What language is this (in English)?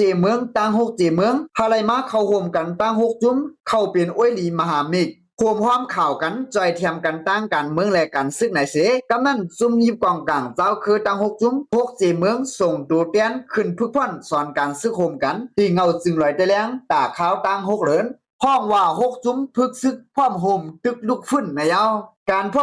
Shan